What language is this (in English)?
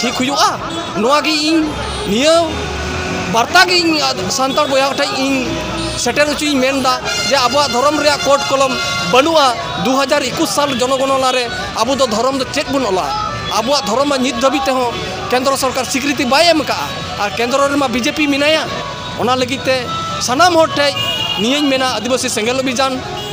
Santali